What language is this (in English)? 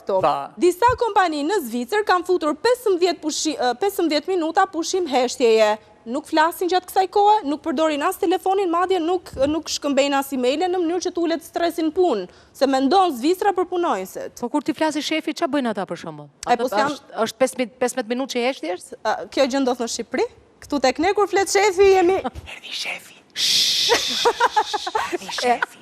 Albanian